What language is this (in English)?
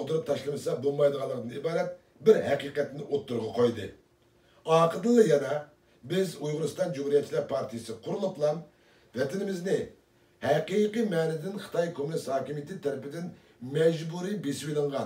Uyghur